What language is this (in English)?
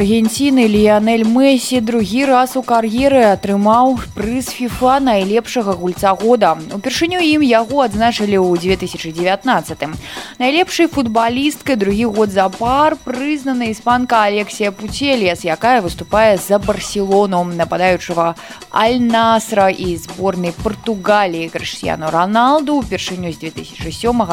Belarusian